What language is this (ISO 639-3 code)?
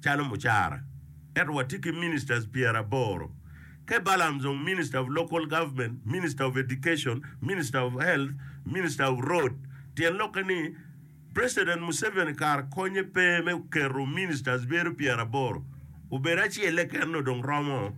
ach